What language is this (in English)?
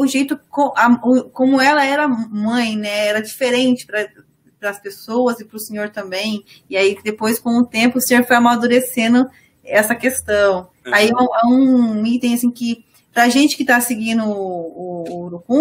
Portuguese